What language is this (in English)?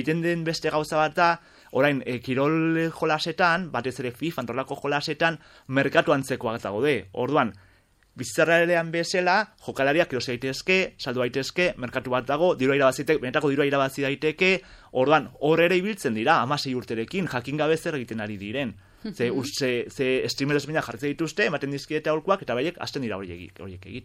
Basque